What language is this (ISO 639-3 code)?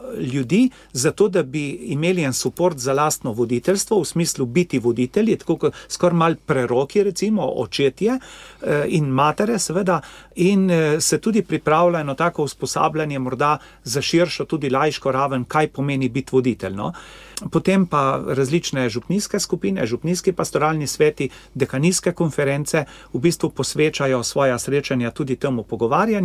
slv